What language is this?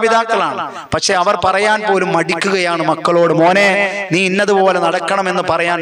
Malayalam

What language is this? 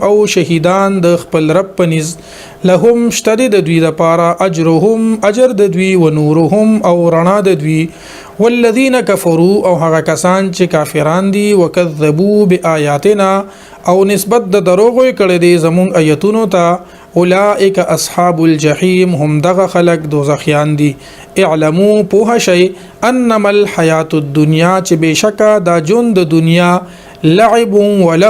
Pashto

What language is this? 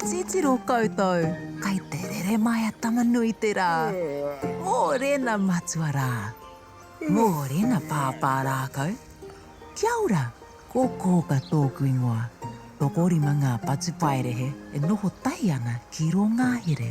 Māori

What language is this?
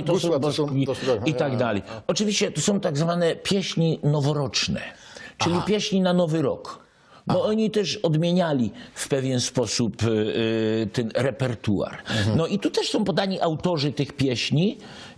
Silesian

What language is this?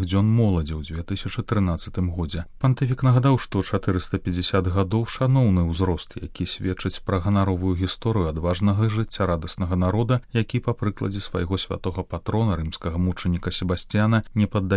Belarusian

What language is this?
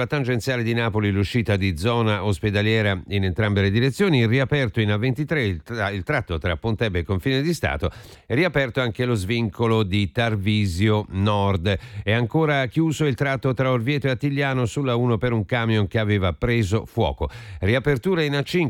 Italian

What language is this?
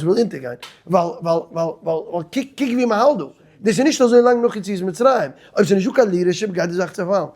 Yiddish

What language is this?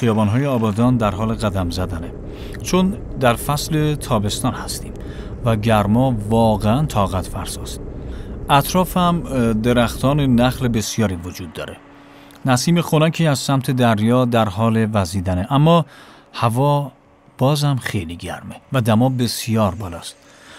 Persian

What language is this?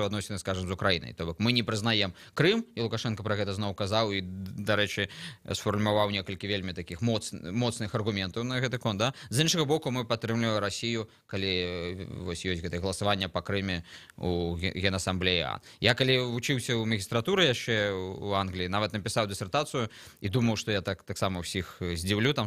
Belarusian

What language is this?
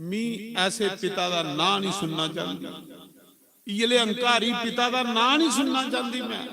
Dogri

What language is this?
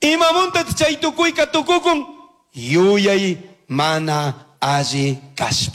Chimborazo Highland Quichua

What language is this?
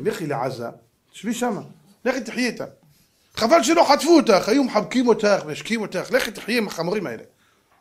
Hebrew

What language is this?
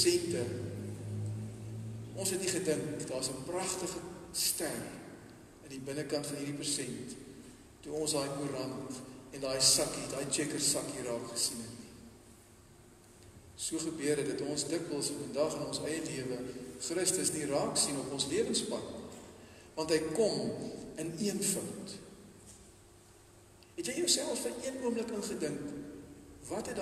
Afrikaans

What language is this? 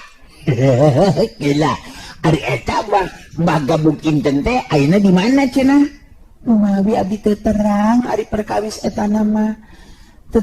Sundanese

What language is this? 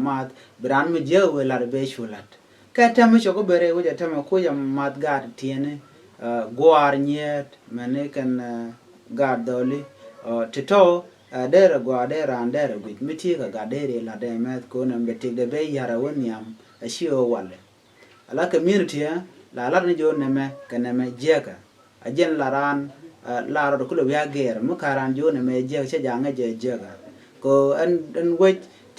Nuer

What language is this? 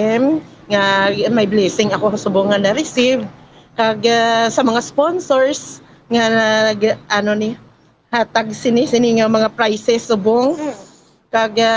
Hiligaynon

